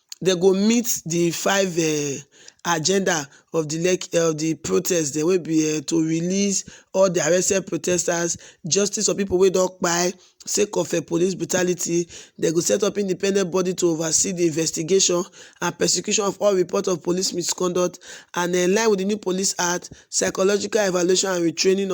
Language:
Nigerian Pidgin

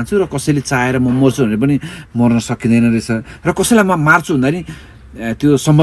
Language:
Nepali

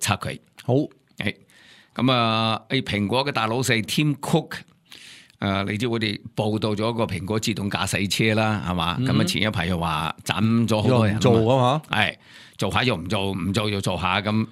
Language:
Cantonese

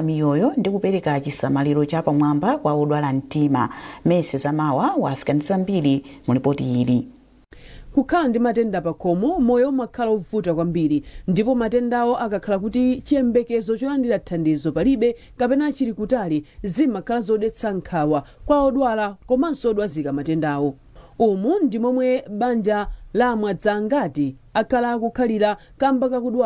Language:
Nyanja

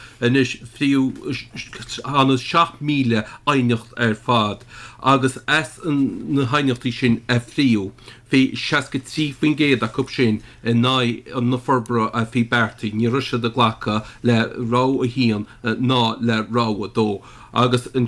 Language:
Irish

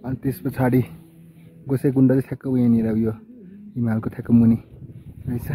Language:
Nepali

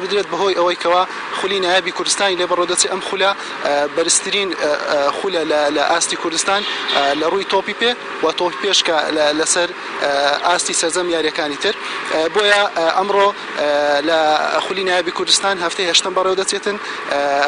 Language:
Central Kurdish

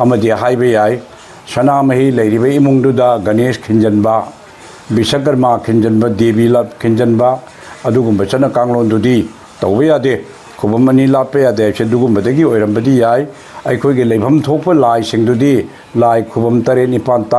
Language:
Manipuri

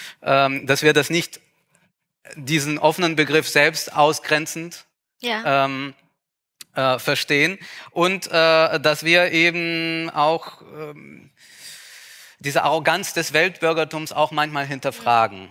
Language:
German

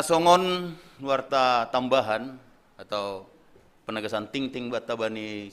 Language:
Batak Simalungun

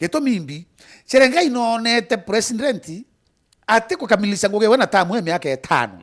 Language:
Meru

